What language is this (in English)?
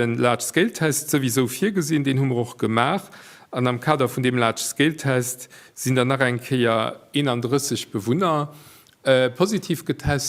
Luxembourgish